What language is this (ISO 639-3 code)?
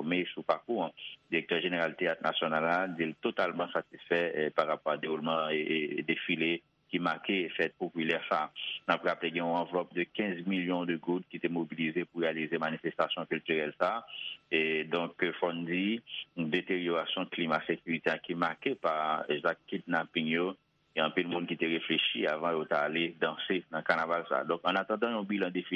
hat